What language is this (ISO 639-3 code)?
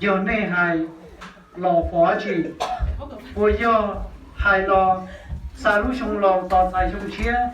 hmn